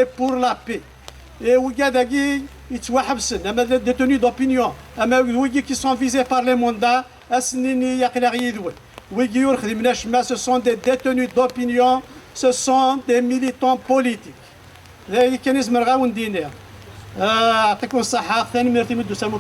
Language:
Kabyle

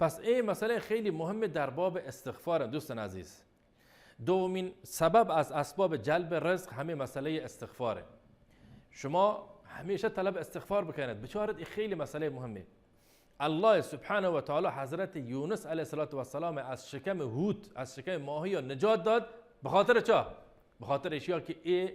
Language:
Baluchi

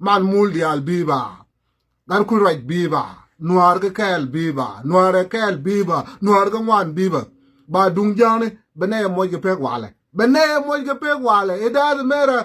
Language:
Nuer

